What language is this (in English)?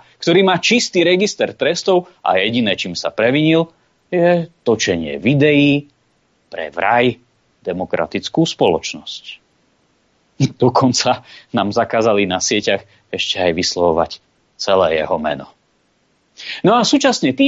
Slovak